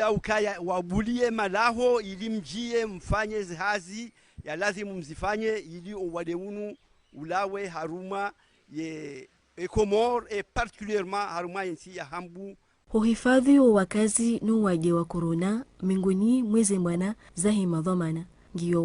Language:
Ngazidja Comorian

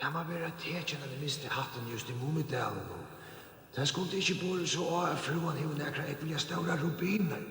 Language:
Faroese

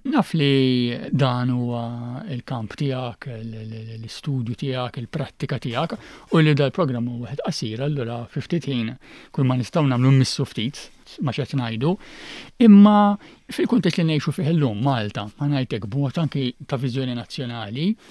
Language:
Maltese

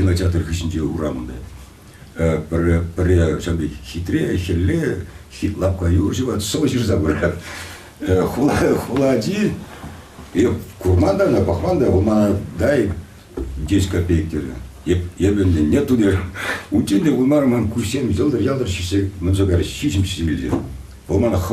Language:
Chuvash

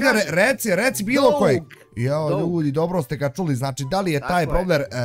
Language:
Bosnian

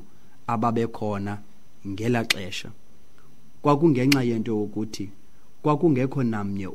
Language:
Xhosa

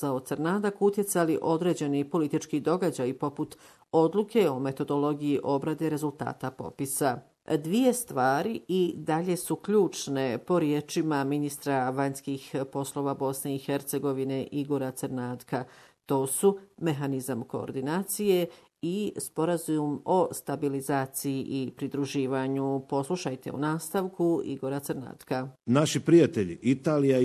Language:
Bosnian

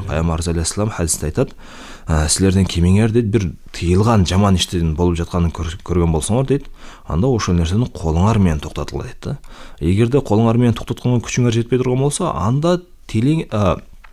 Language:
Kyrgyz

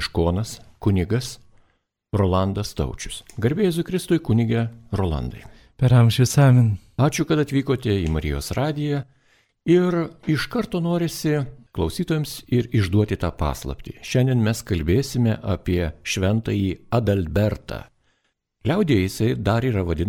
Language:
Lithuanian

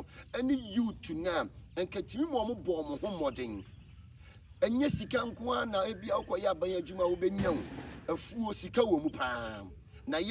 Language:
Akan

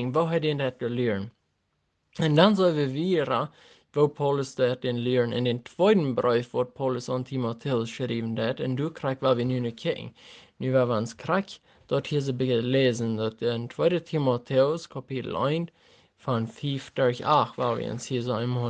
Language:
Plautdietsch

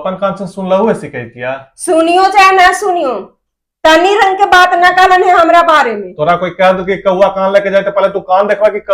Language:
Magahi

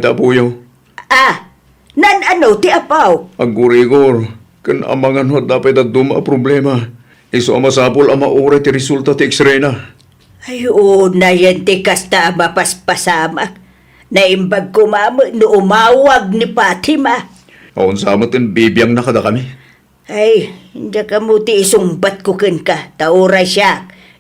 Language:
Iloko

